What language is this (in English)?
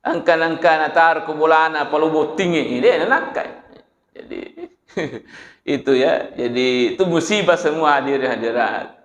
Buginese